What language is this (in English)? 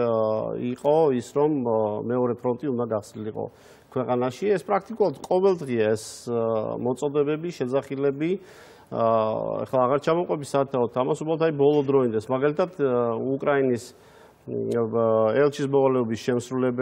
Georgian